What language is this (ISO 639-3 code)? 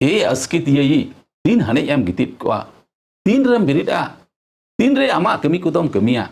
sat